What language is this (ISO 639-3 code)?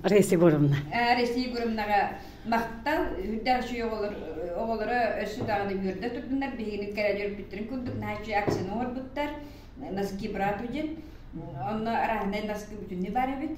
sah